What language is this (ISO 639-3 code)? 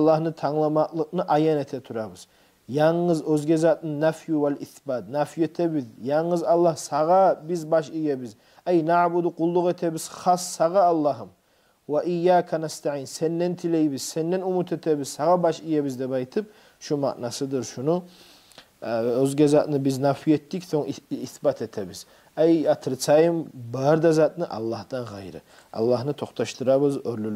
kum